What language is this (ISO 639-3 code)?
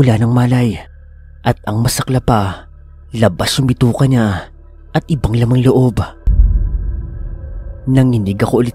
fil